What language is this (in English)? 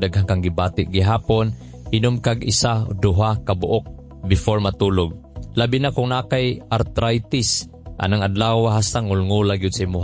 Cebuano